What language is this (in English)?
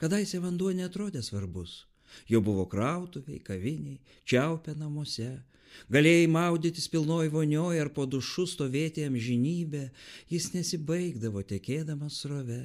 Lithuanian